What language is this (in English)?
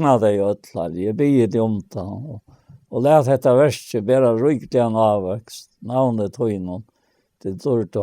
Faroese